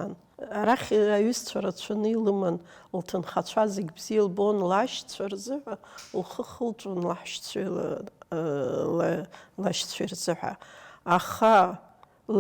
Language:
Abkhazian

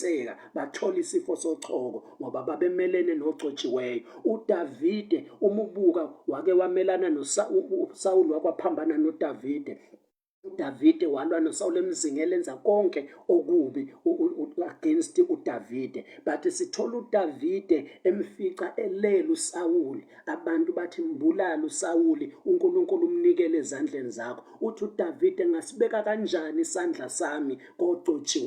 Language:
Zulu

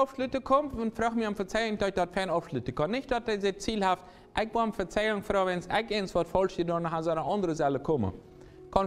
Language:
Plautdietsch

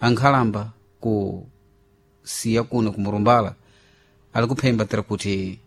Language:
Sena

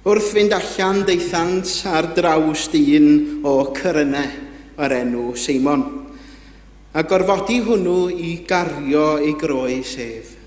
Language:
Welsh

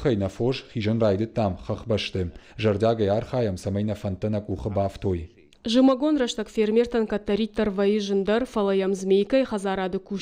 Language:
Ossetic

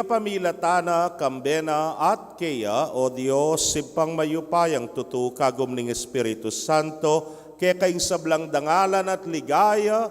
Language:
Pampanga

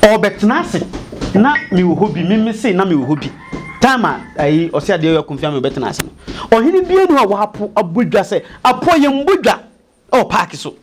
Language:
Akan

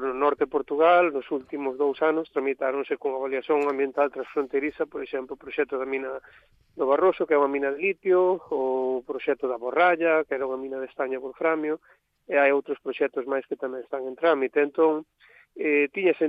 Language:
Galician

